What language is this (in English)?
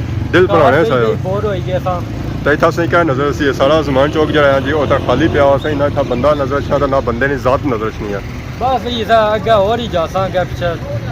Pahari-Potwari